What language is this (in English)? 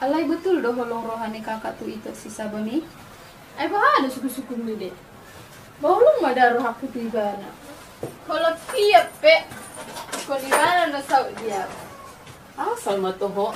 Batak Toba